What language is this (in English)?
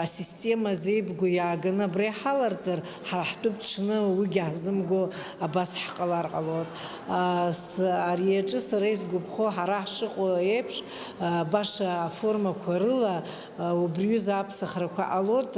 Abkhazian